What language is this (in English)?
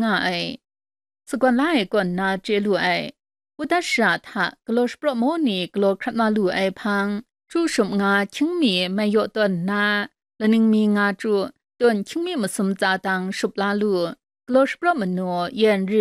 Kachin